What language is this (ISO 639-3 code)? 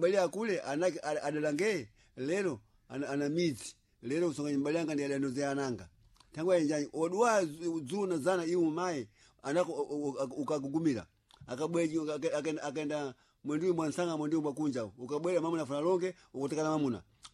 seh